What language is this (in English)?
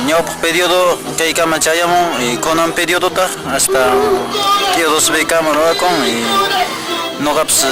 Quechua